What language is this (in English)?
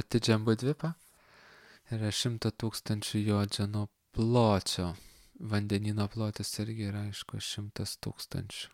Lithuanian